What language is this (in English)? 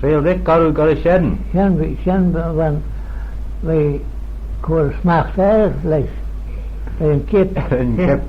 Manx